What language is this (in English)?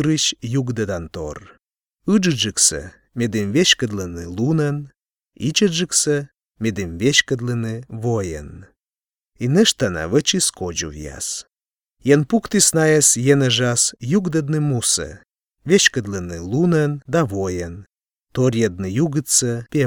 Belarusian